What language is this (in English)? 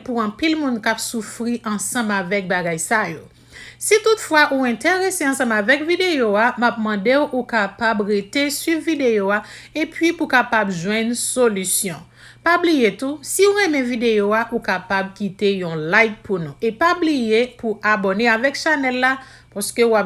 Haitian Creole